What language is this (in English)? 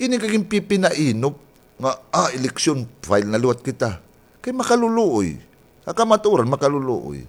Waray